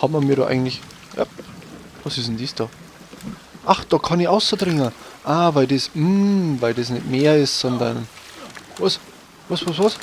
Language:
Bavarian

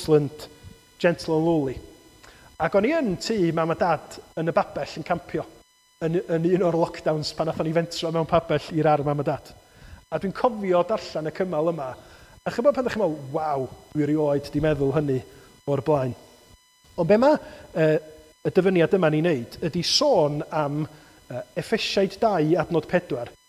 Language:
Welsh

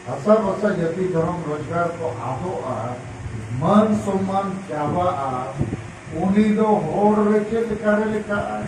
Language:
Santali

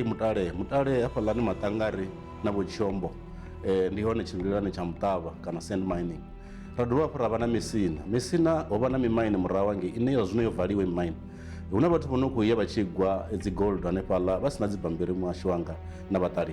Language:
Venda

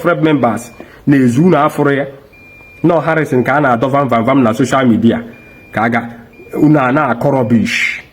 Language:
Igbo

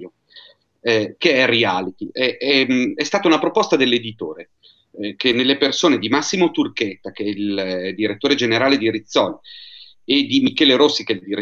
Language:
Italian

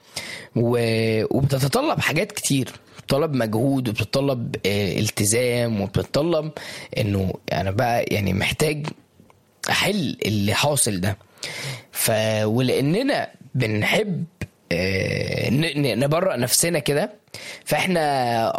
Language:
Egyptian Arabic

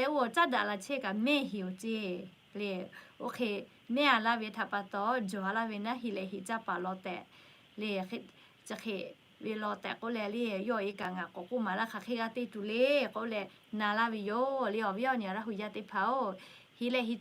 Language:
Lahu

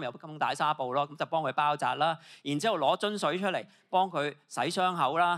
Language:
Cantonese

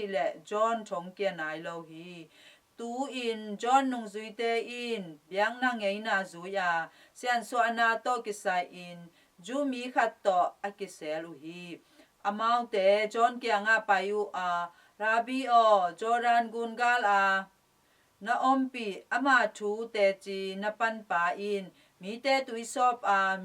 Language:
Tedim Chin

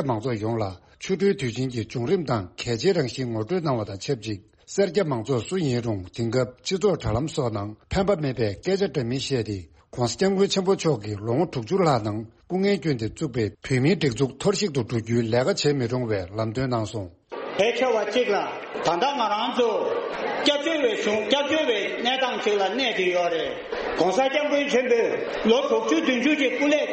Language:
Tibetan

